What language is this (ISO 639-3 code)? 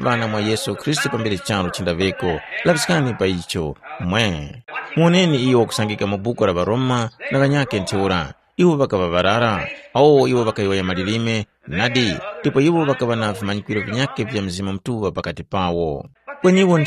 tum